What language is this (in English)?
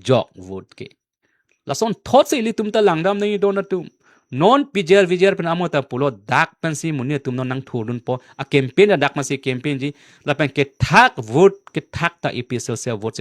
Karbi